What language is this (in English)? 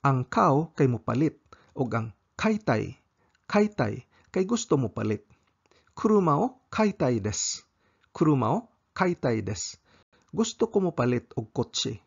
Cebuano